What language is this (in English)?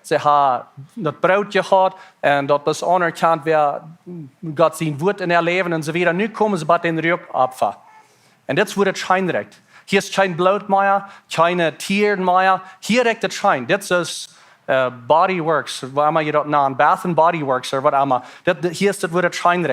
Plautdietsch